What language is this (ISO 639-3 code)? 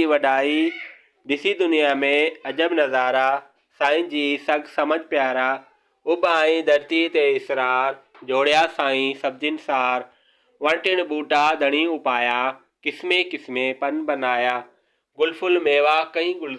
snd